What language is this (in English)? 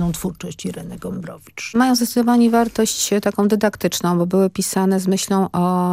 Polish